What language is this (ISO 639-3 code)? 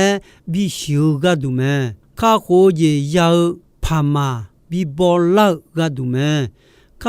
ahk